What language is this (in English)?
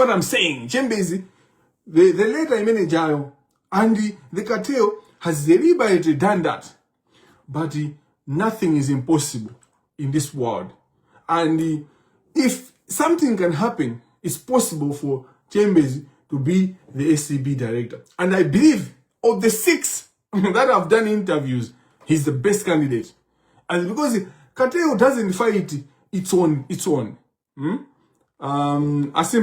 Nyanja